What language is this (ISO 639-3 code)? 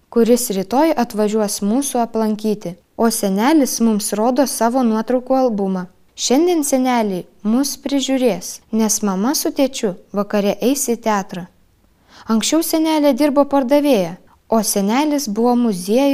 lit